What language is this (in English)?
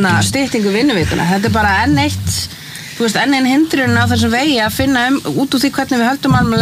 Icelandic